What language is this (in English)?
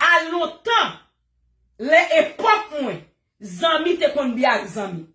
Haitian Creole